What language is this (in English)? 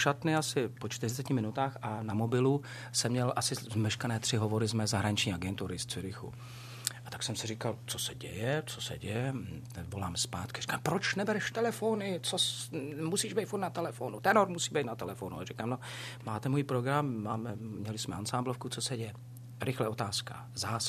Czech